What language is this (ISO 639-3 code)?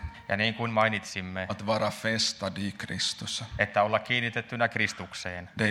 fin